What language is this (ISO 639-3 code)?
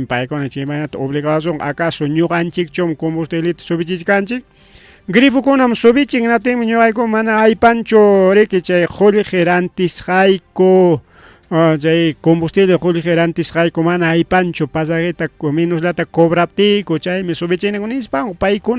quy